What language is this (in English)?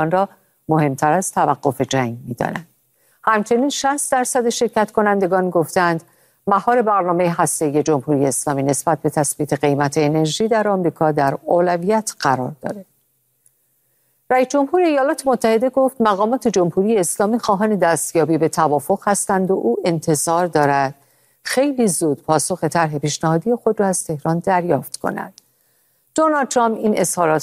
Persian